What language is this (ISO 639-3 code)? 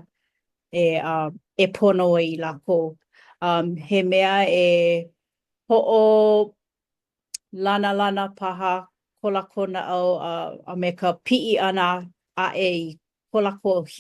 haw